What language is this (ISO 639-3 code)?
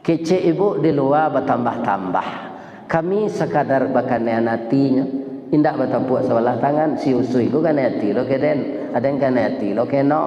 min